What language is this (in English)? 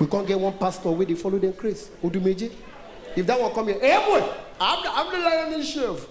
Nigerian Pidgin